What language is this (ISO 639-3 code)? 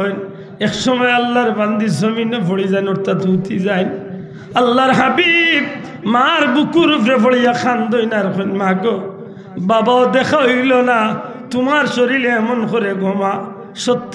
syl